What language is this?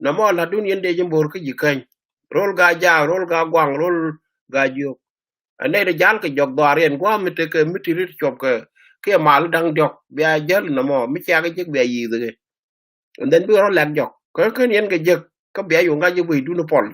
Nuer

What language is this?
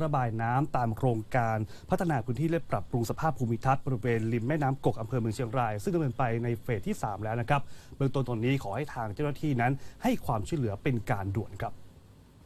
Thai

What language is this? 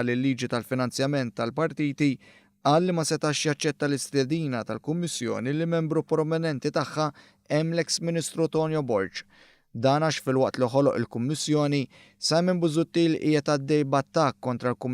Maltese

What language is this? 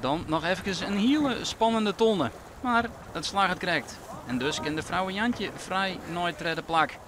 Western Frisian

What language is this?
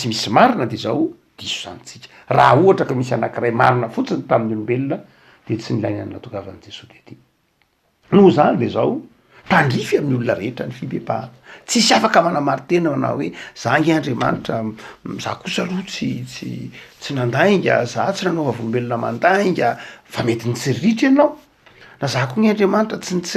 Malagasy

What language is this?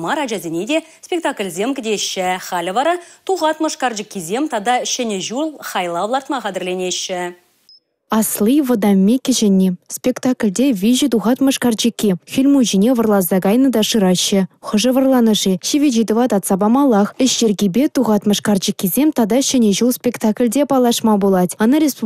Chuvash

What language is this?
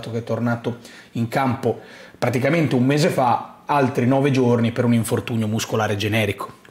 Italian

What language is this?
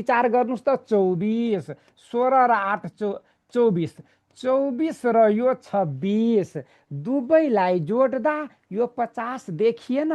Nepali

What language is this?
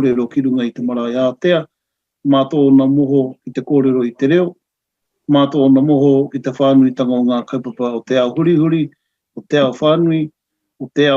Māori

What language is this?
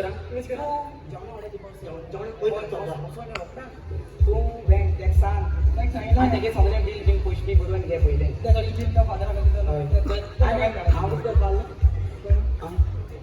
Konkani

